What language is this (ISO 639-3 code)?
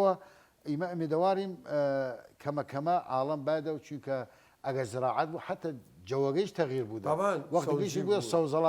sdh